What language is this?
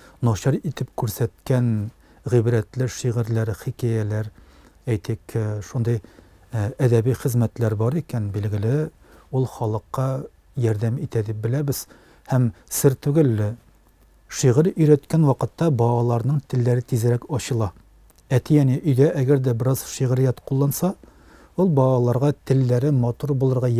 Tatar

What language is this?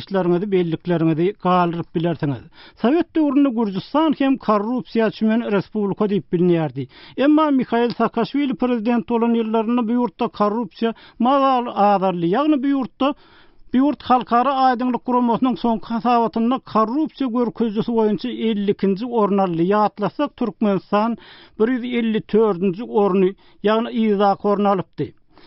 Turkmen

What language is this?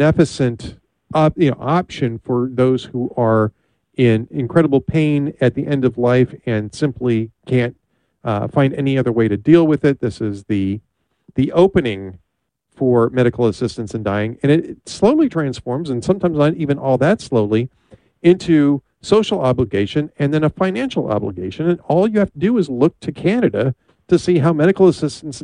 English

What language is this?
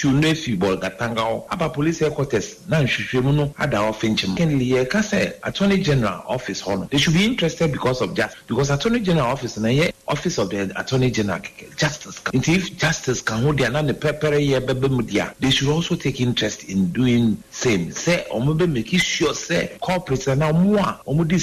Akan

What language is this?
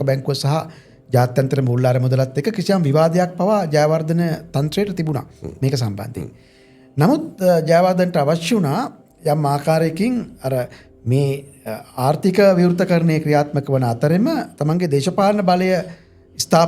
Sinhala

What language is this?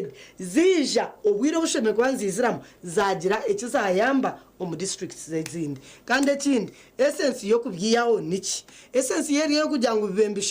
Nyankole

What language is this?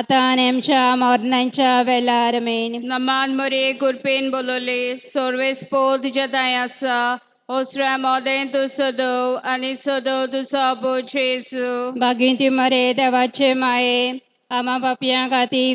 Konkani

